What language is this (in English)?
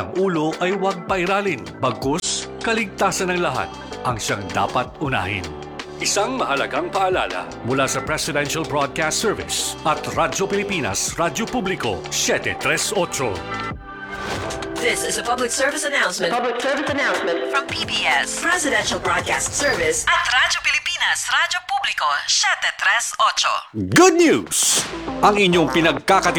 Filipino